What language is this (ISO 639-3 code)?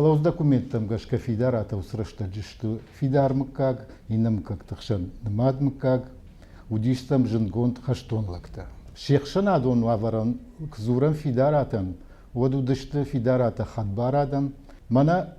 oss